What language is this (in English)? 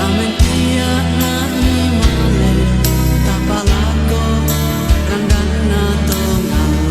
Toraja-Sa'dan